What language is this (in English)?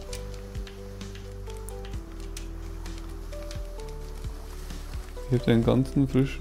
German